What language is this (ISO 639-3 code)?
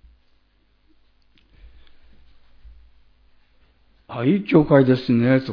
jpn